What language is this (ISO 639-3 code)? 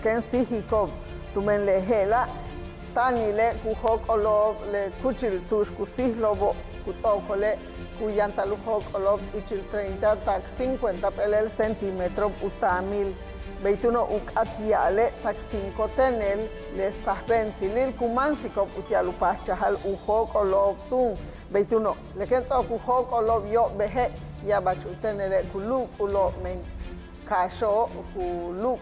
yua